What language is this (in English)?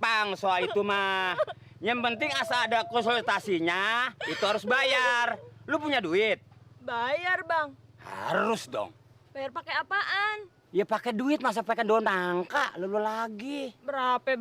Betawi